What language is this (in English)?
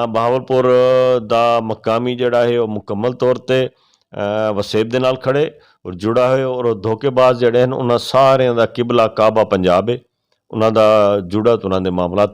Saraiki